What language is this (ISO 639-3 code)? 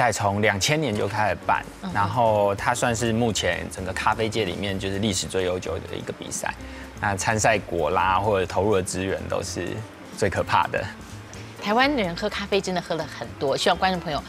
zho